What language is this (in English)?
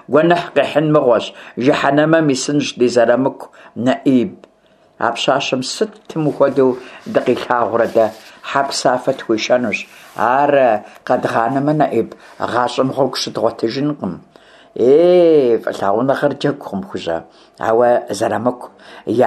Kabardian